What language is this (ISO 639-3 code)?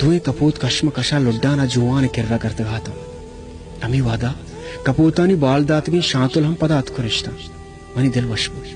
bal